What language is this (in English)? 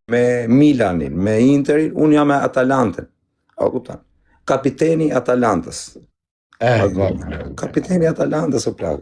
Albanian